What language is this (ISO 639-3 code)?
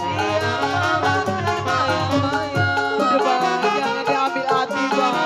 bew